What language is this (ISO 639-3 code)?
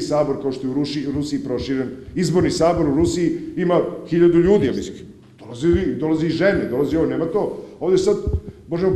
srp